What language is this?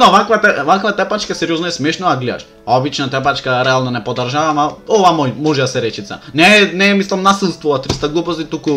Macedonian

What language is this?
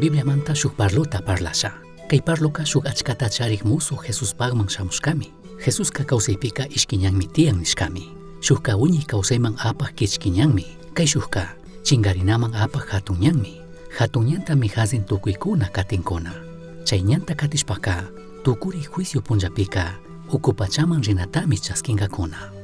Chimborazo Highland Quichua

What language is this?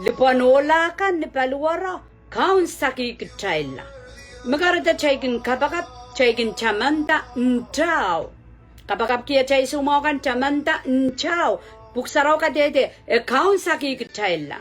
Pohnpeian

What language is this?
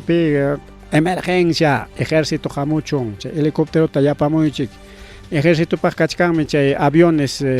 Ayacucho Quechua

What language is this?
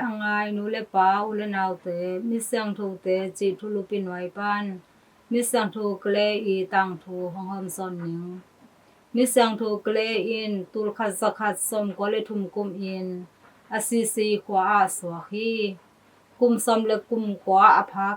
Tedim Chin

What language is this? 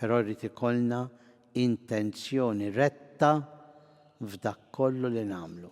Maltese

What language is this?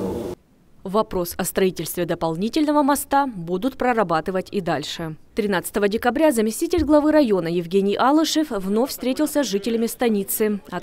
Russian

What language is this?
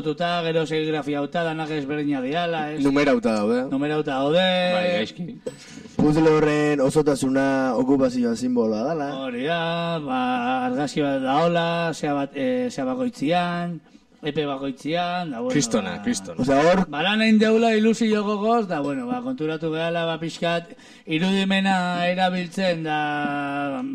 Basque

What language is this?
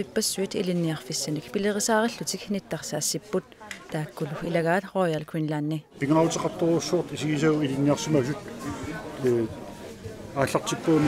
Kalaallisut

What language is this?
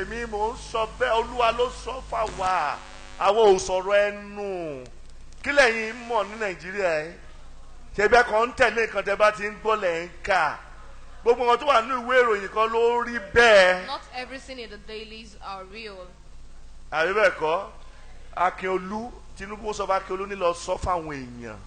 Yoruba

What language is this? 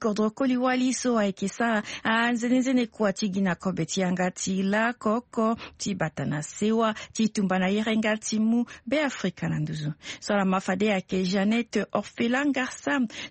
Sango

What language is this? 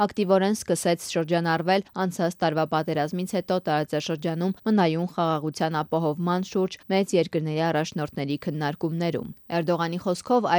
Armenian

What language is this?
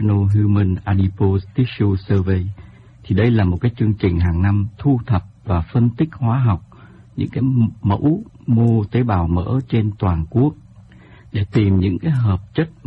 Vietnamese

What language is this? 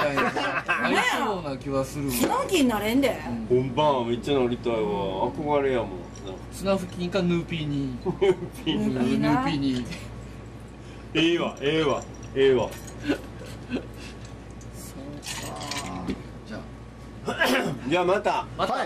Japanese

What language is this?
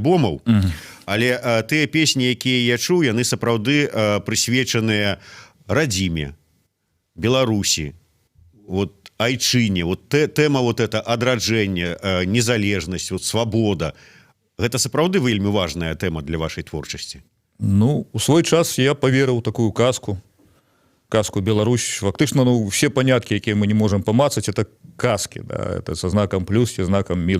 Belarusian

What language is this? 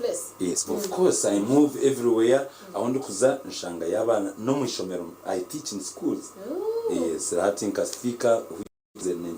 Nyankole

